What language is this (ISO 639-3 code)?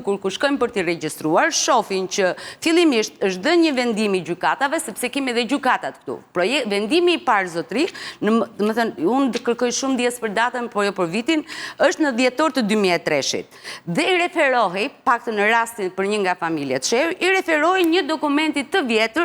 sqi